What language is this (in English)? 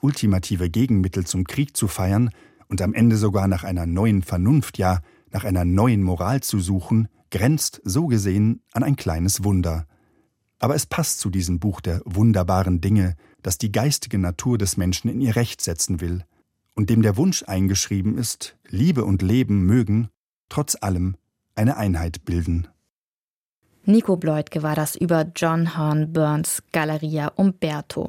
German